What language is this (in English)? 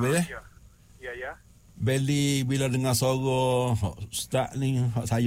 Malay